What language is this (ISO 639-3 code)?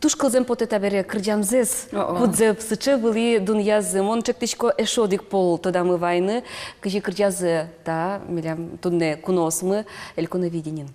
udm